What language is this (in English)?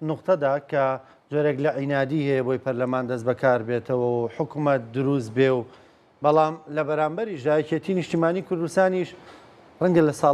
Central Kurdish